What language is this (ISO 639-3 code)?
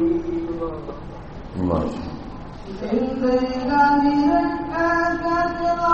ben